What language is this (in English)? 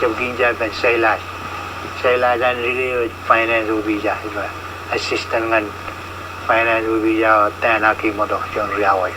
Marshallese